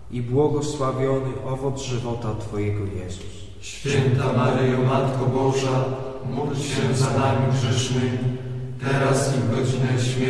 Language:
Polish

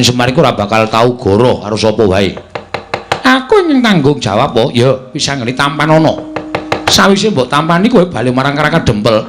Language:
Javanese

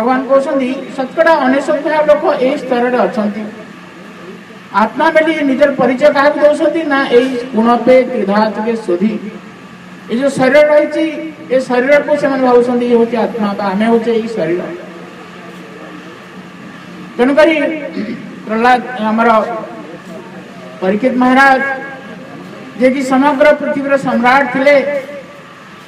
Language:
Odia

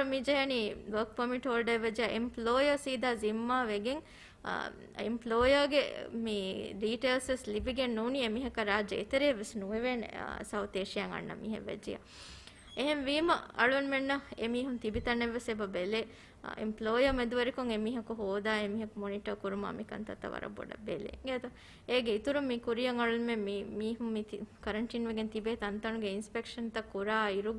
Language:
Divehi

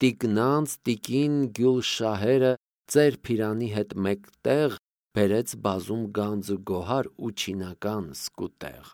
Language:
Armenian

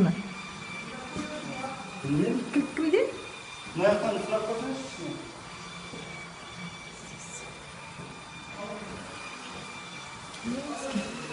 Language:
Kazakh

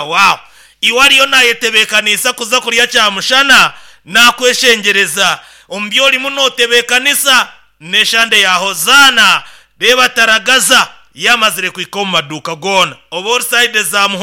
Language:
Nyoro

